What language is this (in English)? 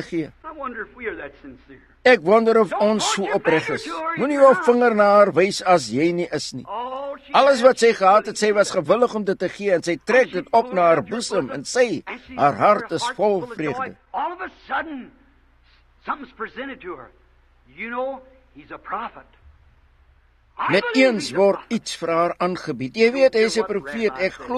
Afrikaans